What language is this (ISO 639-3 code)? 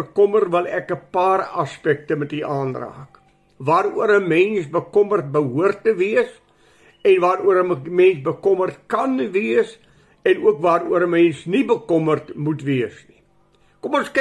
afr